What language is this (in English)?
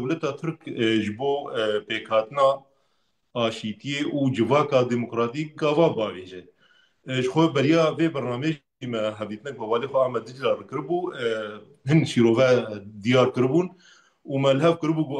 Kurdish